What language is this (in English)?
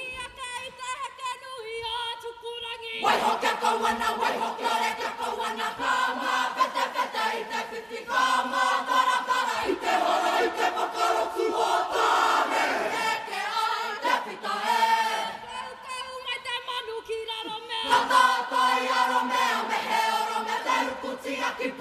Māori